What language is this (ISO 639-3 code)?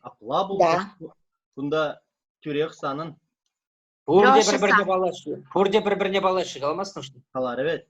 chv